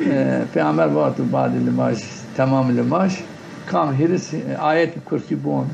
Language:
Zaza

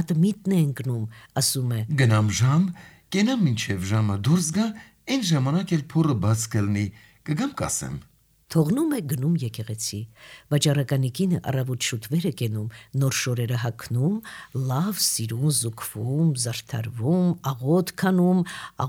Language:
Armenian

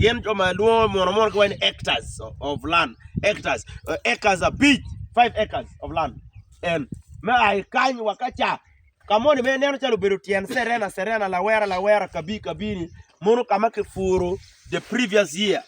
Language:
Acoli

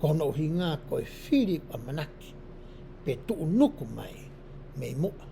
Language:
Tongan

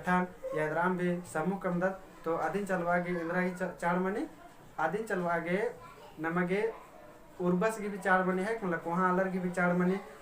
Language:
Kurukh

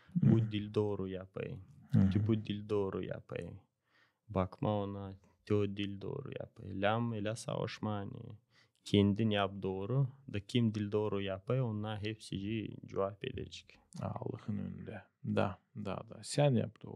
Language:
Gagauz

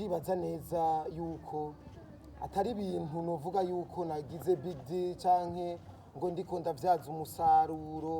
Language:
Rundi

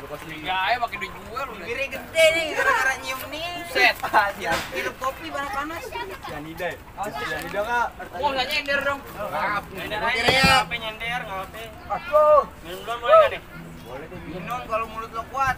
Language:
Betawi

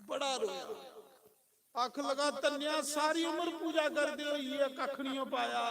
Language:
Dogri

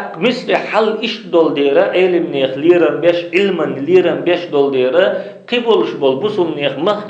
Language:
Chechen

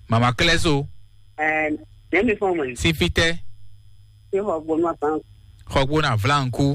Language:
Fon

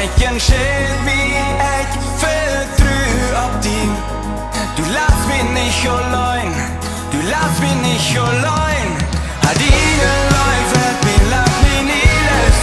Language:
Plautdietsch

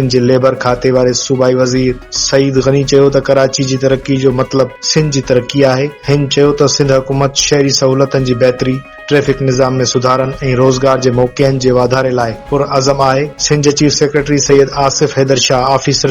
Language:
Sindhi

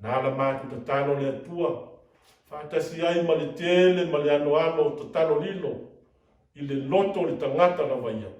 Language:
Samoan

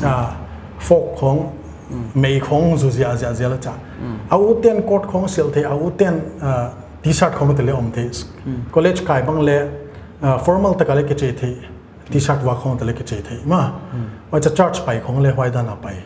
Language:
Paite Chin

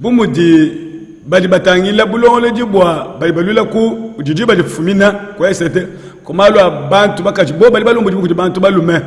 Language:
Luba-Lulua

